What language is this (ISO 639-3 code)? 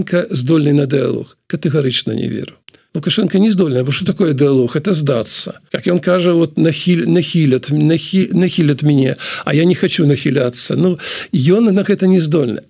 bel